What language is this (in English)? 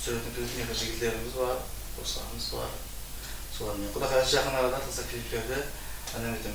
Kara-Kalpak